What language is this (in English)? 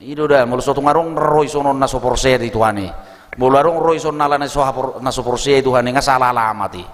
Batak Toba